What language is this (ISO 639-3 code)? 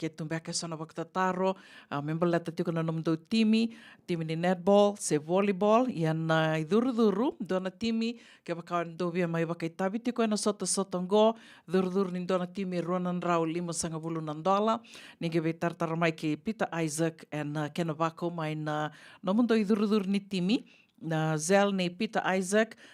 fij